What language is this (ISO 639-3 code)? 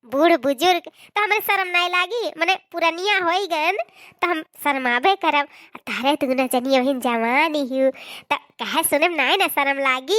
awa